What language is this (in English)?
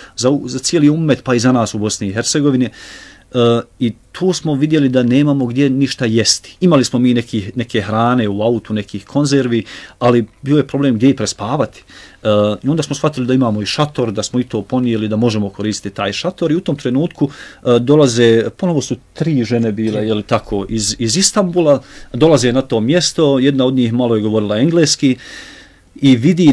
Bosnian